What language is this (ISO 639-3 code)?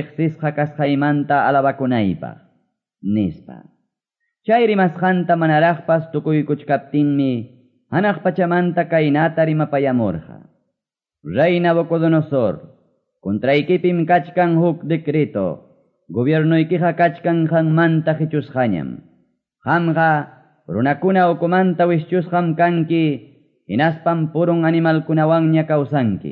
que